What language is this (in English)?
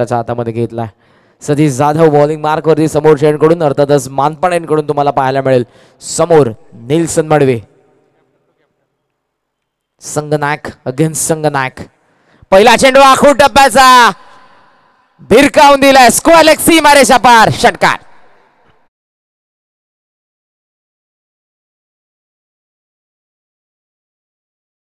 Marathi